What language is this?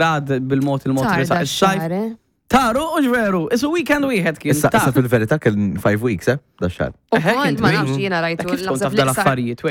Maltese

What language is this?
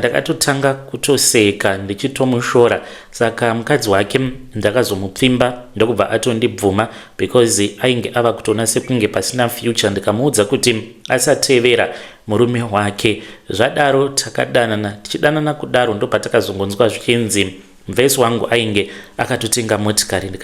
Shona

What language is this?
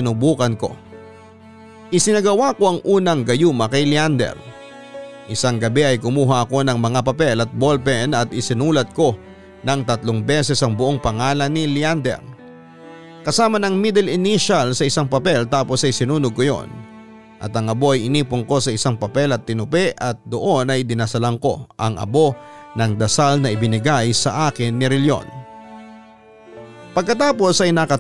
Filipino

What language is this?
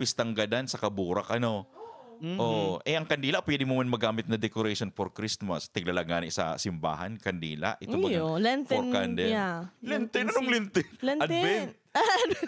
Bikol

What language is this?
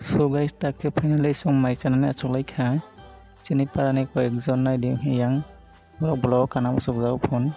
Kok Borok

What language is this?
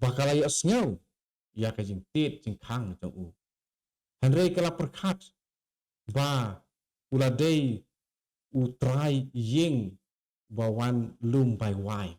Khasi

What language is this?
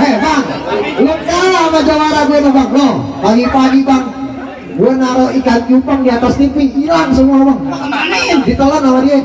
Betawi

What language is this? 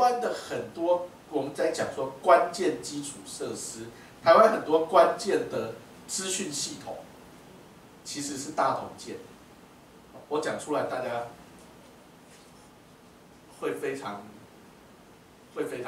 Chinese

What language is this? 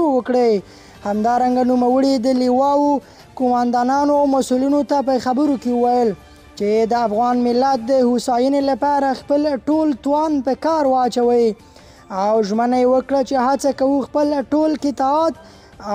Pashto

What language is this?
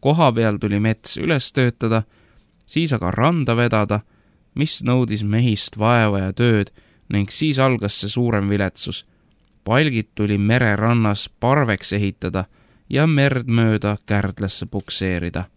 Estonian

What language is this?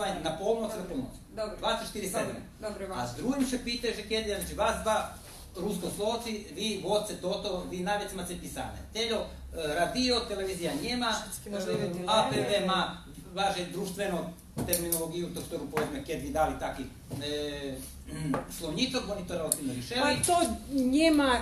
Rusyn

